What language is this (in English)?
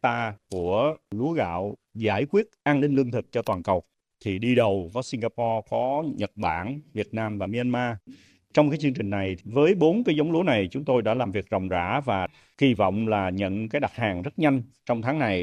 Vietnamese